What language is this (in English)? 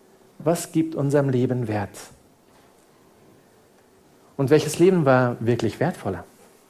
German